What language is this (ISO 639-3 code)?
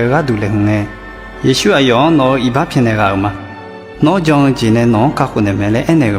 ahk